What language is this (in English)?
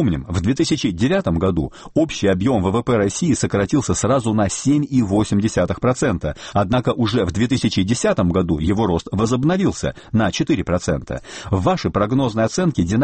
Russian